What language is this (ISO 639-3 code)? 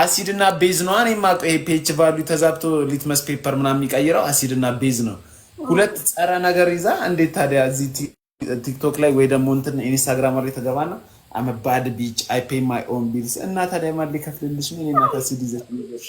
amh